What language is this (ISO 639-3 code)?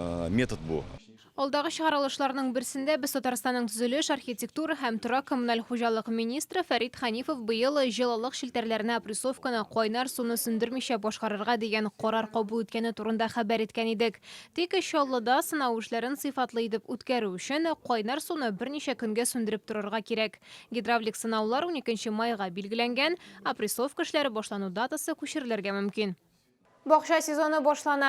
tat